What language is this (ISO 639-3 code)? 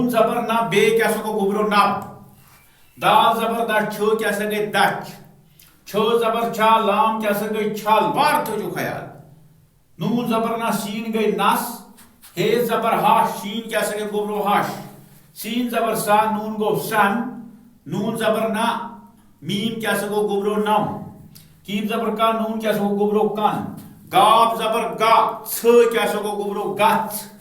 kas